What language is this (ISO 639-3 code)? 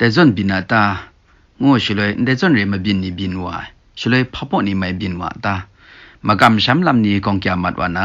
kac